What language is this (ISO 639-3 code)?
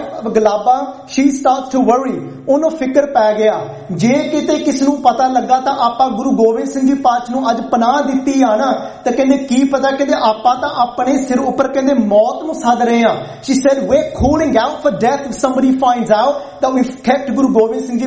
pan